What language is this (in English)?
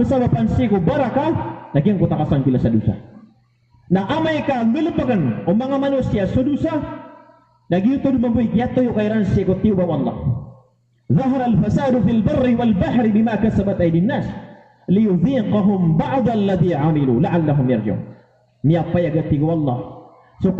Maranao